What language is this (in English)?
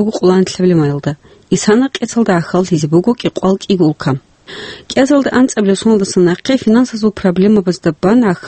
Avaric